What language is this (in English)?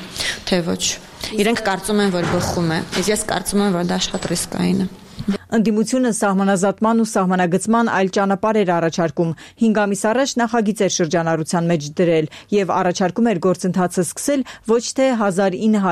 Armenian